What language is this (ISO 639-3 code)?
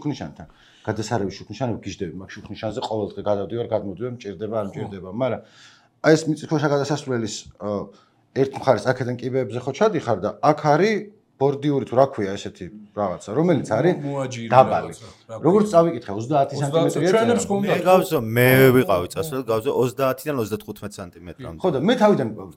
kat